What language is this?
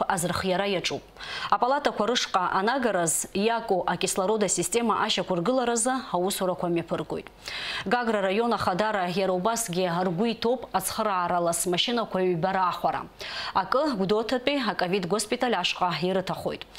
Abkhazian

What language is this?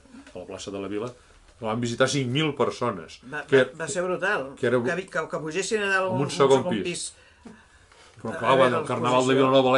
Catalan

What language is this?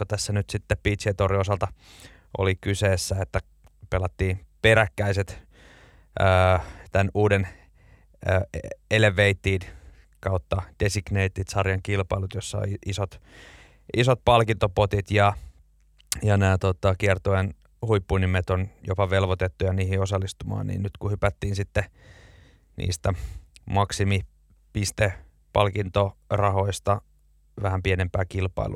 Finnish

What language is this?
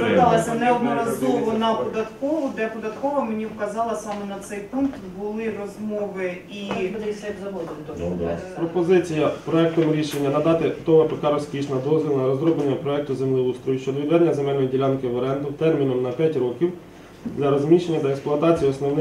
Ukrainian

